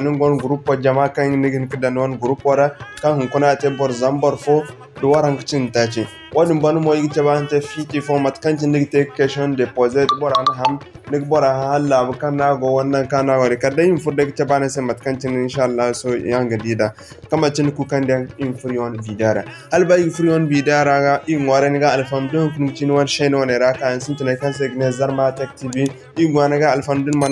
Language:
Zarma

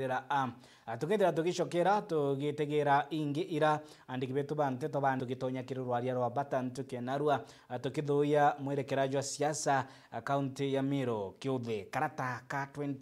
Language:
Meru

